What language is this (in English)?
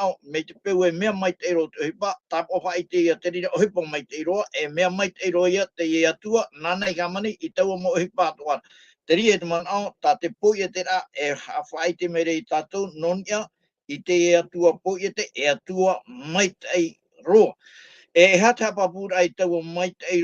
Tahitian